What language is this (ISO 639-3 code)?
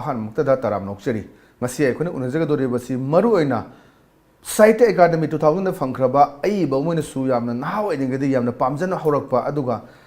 mni